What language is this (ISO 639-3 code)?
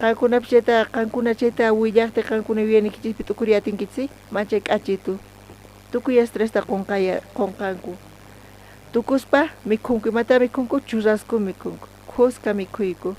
quh